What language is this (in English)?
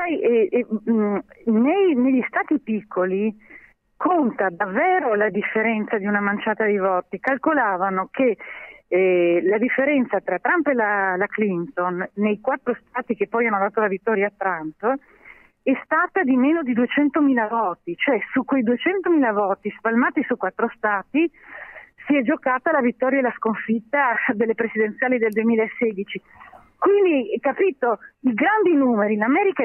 Italian